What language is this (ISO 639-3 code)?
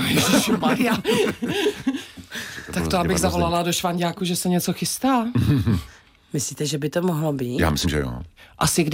ces